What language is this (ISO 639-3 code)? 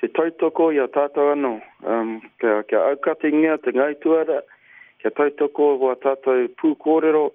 mri